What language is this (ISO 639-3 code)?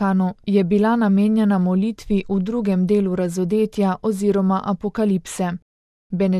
slv